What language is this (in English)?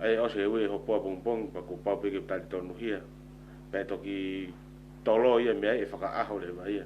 Tongan